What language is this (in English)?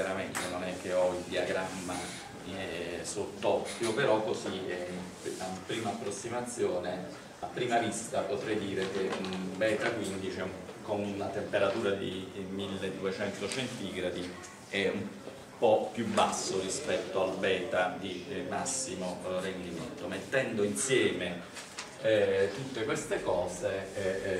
Italian